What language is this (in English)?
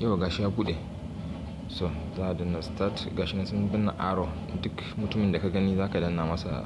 Hausa